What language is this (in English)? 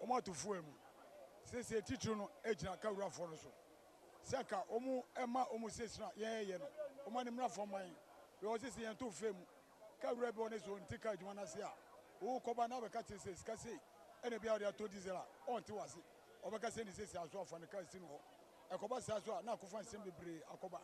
Akan